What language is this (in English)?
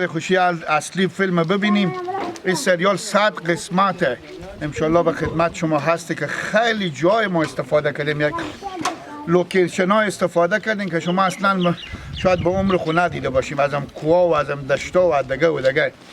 Hazaragi